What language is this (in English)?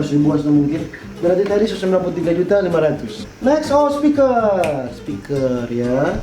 Manado Malay